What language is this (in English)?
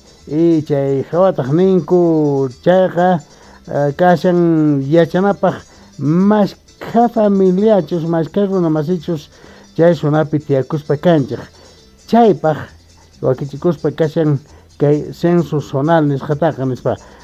Quechua